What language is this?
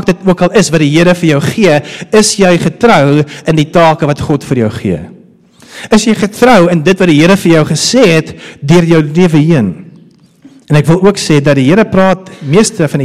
Afrikaans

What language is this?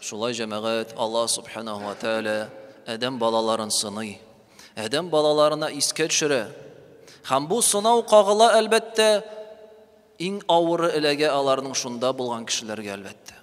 Tatar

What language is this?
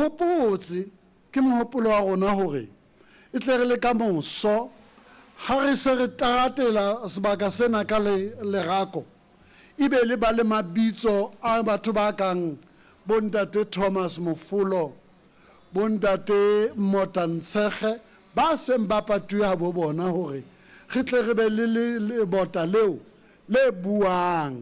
Southern Sotho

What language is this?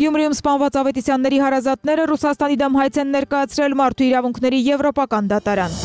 Armenian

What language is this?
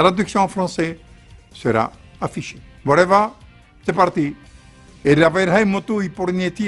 Tahitian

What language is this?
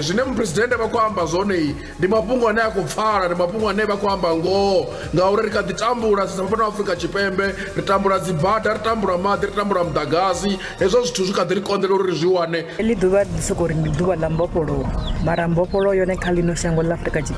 Venda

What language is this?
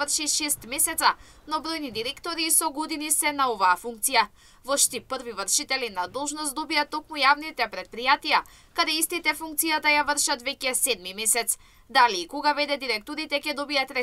Macedonian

